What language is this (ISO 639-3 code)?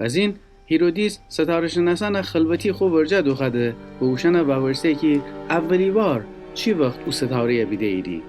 glk